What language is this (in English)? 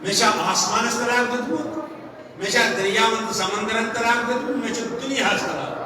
Kashmiri